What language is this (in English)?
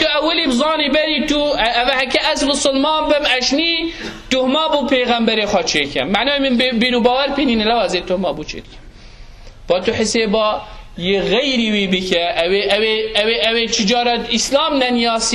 Kurdish